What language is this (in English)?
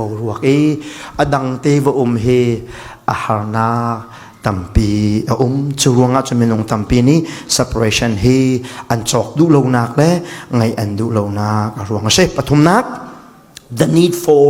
Falam Chin